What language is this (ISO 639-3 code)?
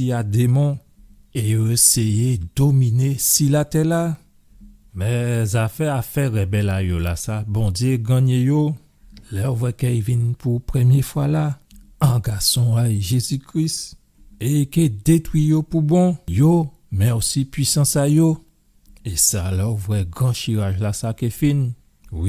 gcf